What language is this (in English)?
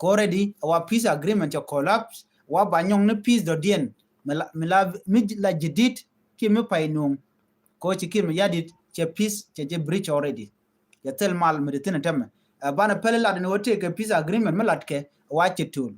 Nuer